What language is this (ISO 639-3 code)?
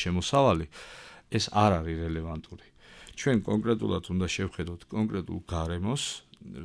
kat